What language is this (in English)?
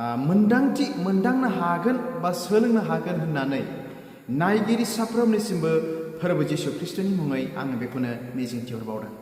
Bodo